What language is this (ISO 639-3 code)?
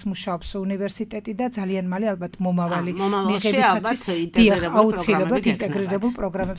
kat